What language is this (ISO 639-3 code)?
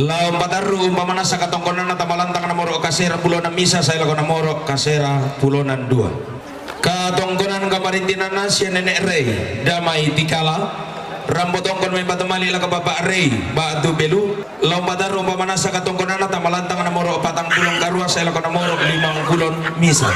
sda